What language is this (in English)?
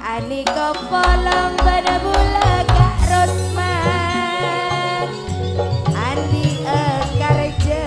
Madurese